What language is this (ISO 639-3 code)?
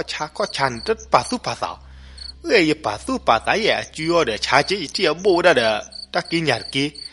ksw